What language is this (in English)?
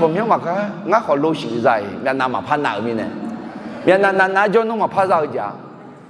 Akha